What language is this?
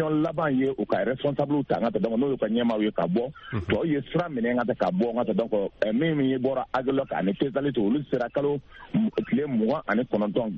Bambara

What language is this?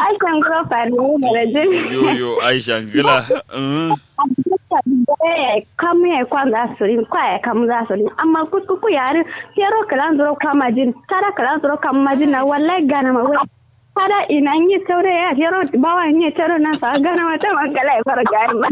Kanuri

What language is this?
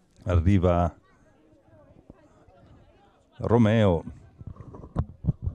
Italian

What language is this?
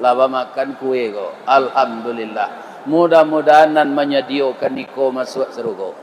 Minangkabau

